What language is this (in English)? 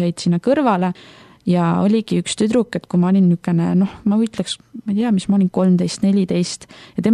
Estonian